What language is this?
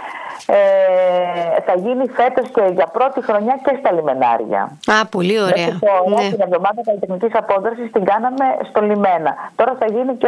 Greek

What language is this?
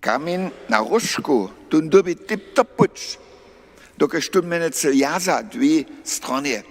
Upper Sorbian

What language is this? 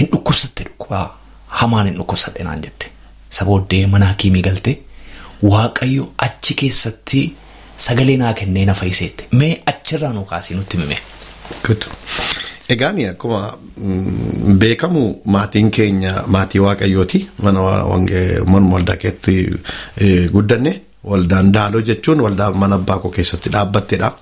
Oromo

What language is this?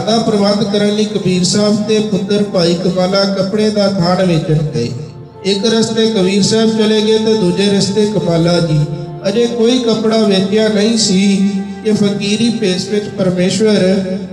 Punjabi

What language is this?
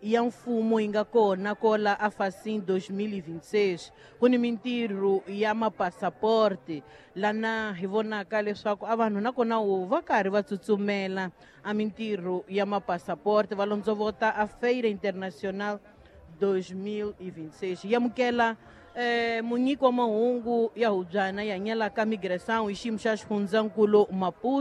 Tsonga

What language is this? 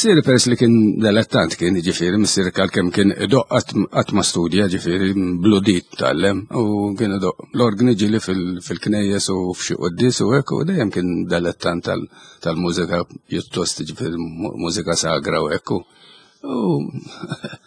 Maltese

